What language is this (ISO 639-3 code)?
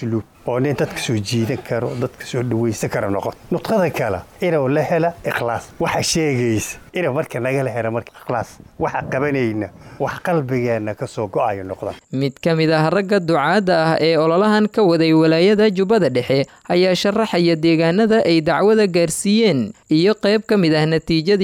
som